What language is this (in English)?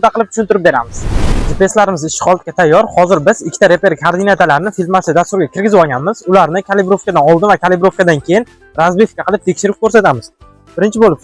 Uzbek